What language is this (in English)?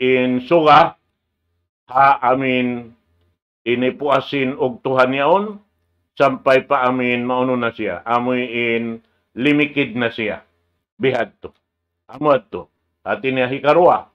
Tausug